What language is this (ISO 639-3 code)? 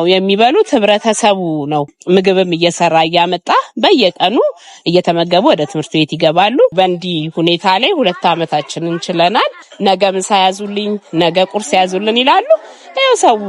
amh